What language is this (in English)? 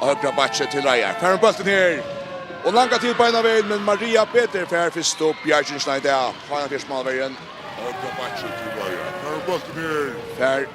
Faroese